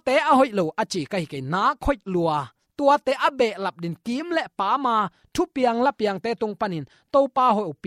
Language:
Tedim Chin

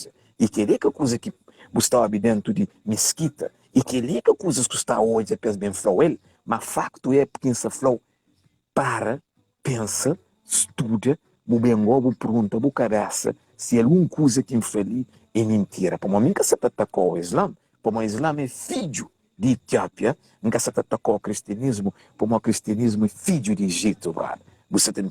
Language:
Kabuverdianu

